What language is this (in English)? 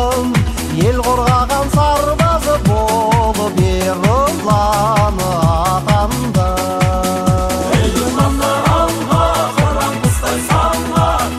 Kazakh